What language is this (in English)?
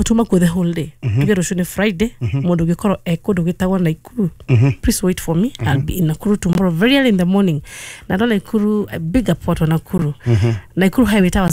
Kikuyu